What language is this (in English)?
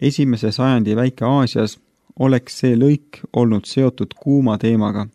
Estonian